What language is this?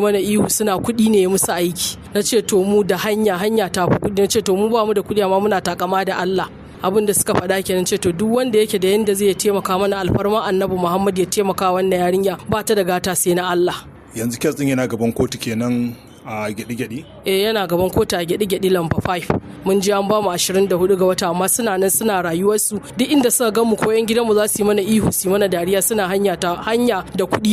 Hausa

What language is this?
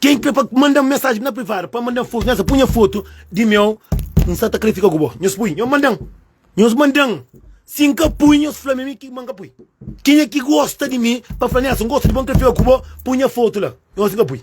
Kabuverdianu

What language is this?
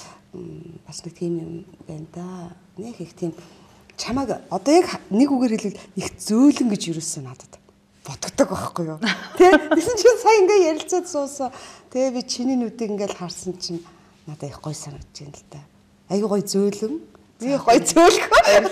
Mongolian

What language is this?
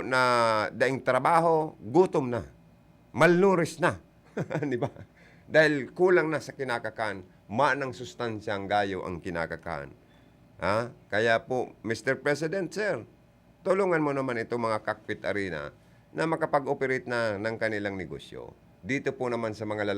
Bikol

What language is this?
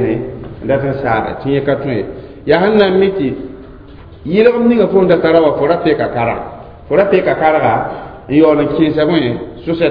Mossi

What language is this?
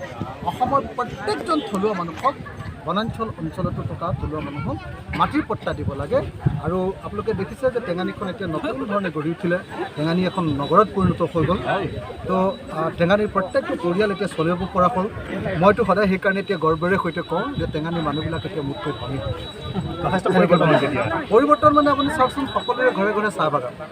Assamese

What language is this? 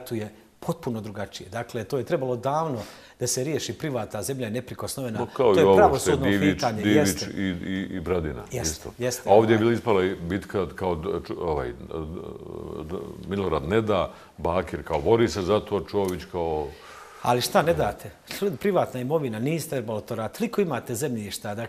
Bosnian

